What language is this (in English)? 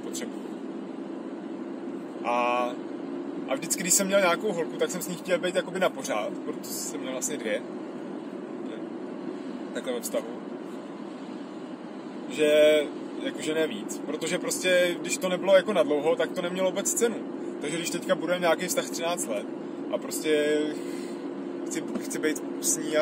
Czech